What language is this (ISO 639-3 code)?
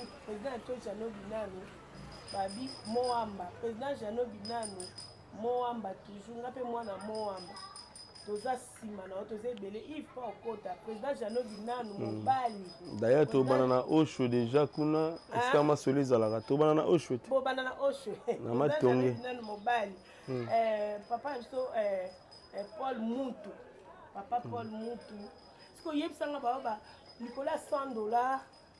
lin